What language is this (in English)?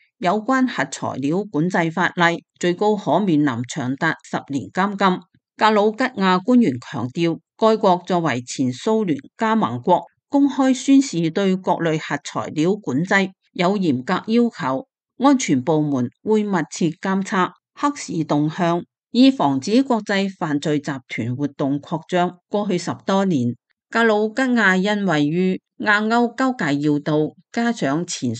Cantonese